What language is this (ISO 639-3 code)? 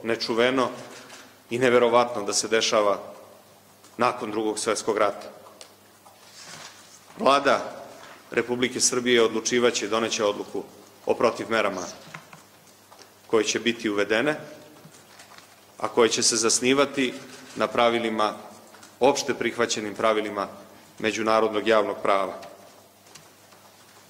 srp